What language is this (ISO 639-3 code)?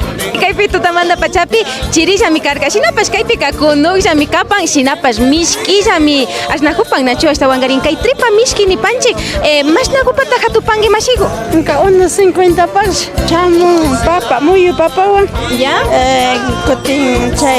qvi